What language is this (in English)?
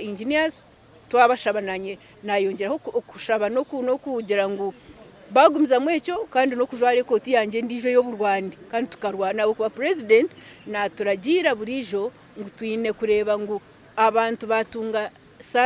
Nyankole